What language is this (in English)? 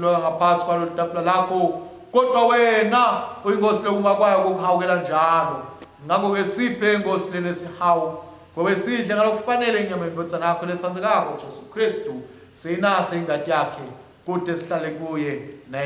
Swati